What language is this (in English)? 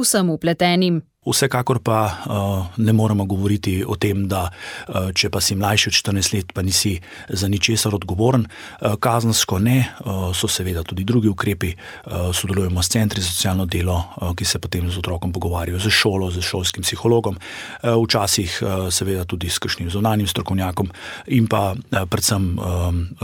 Slovenian